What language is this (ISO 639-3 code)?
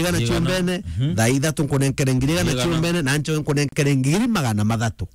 mer